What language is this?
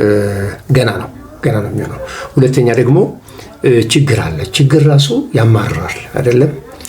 Amharic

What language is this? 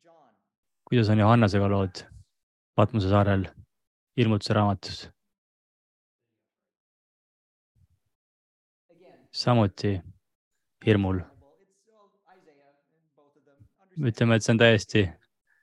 Estonian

